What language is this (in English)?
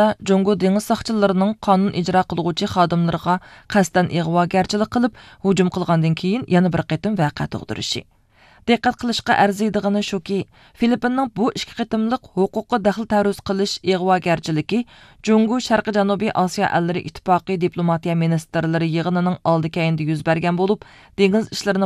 Uyghur